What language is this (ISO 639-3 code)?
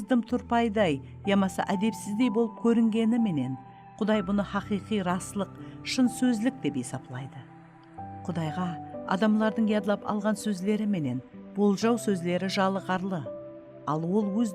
kaa